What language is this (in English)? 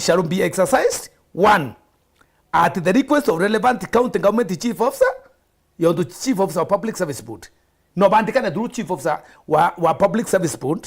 Meru